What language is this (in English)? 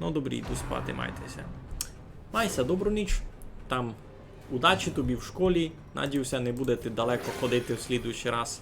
Rusyn